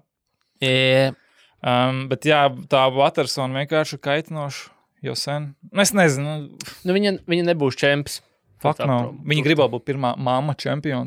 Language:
Latvian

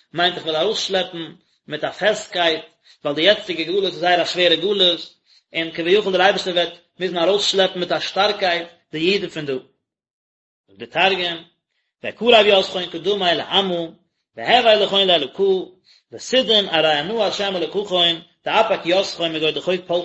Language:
Yiddish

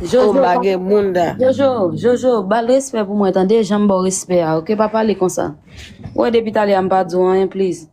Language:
Haitian Creole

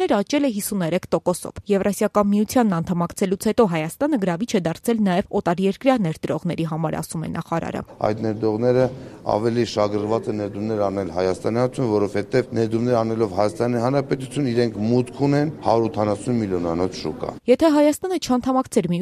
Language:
Armenian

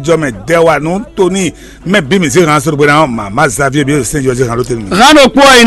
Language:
Fon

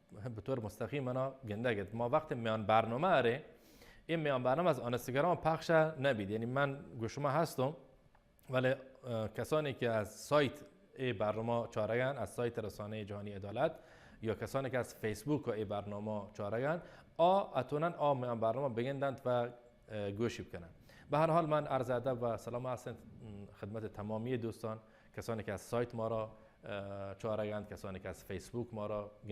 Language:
Baluchi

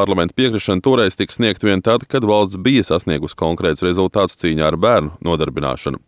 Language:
Latvian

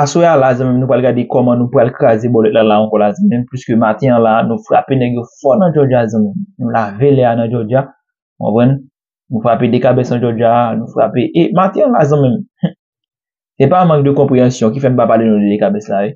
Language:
Haitian Creole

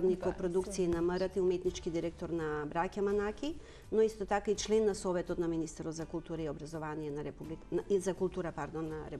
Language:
Macedonian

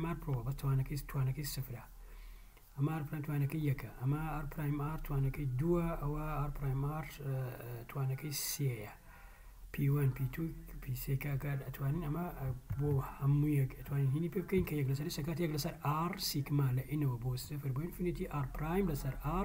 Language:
Central Kurdish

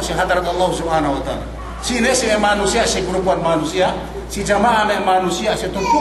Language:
Yakan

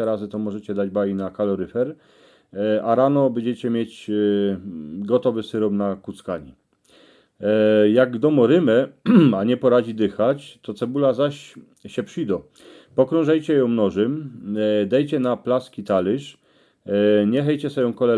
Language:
Silesian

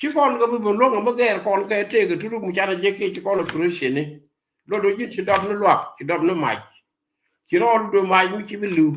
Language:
Nuer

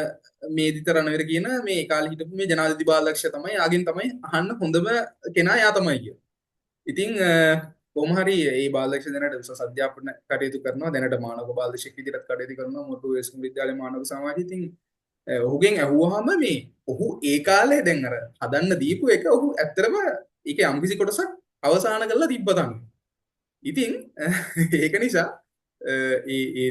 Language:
Sinhala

